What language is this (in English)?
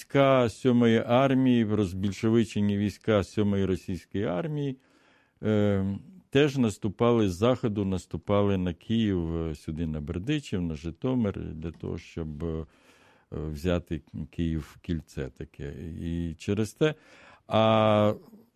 Ukrainian